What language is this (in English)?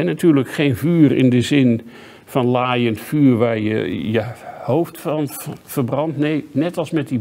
Dutch